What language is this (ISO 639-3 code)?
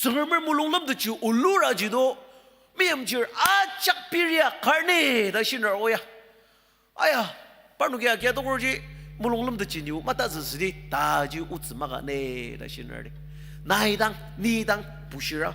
njo